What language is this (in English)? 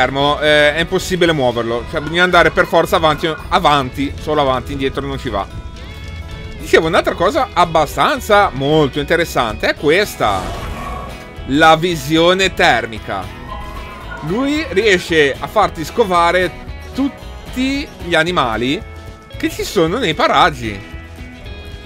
Italian